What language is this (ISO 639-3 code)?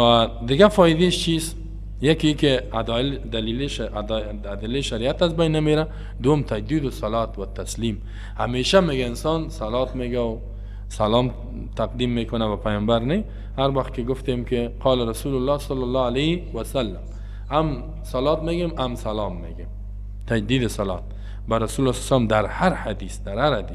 fas